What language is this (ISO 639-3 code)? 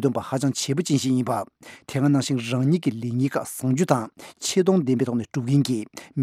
bod